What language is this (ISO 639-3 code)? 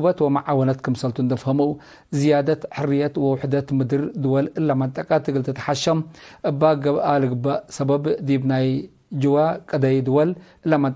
tig